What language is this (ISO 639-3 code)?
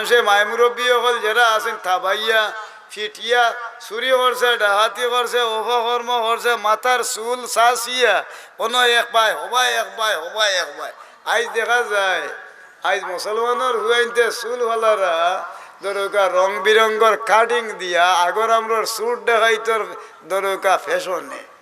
syl